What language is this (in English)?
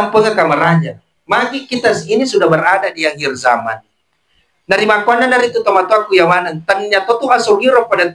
Buginese